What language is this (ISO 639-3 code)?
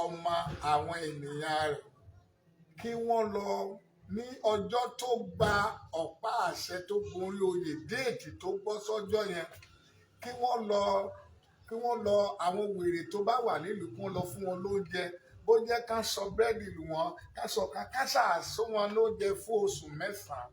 yor